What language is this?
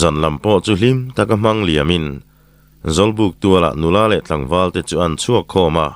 Mizo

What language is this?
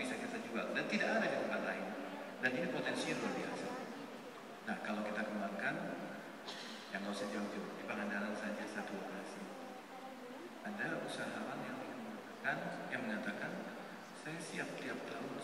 Indonesian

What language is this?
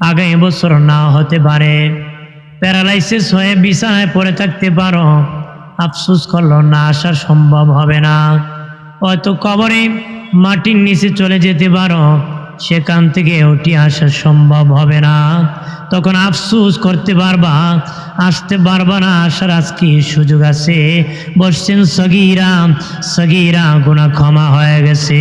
Sylheti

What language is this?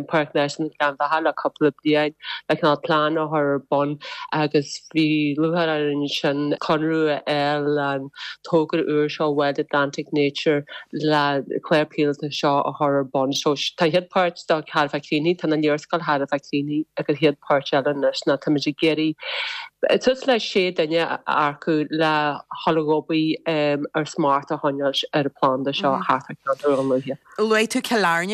Irish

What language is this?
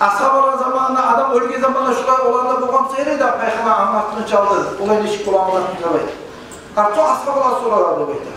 Kumyk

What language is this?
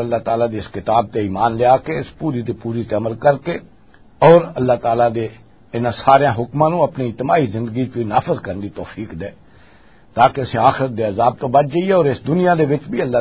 Western Panjabi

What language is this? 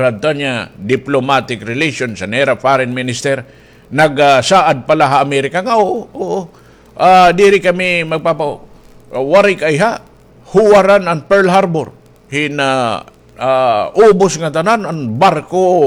Waray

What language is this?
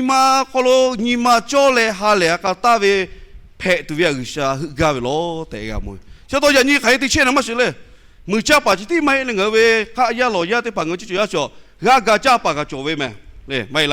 Lahu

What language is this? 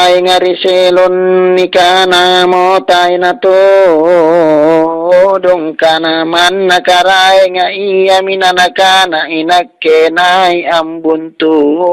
Makasar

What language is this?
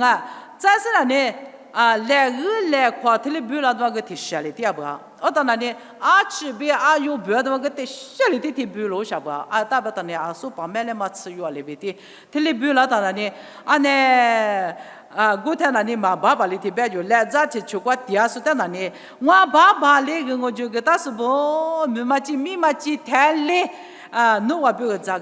Lisu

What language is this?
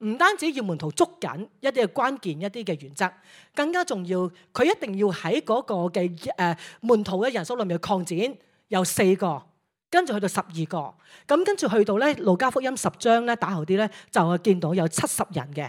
Cantonese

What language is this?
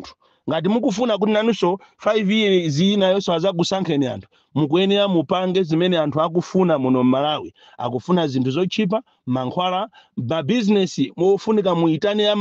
Nyanja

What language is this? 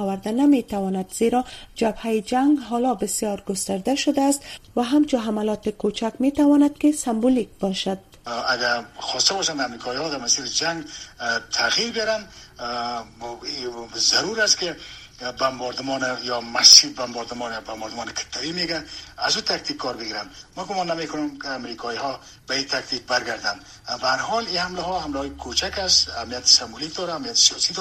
Persian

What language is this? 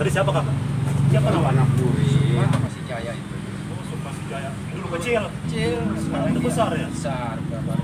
Betawi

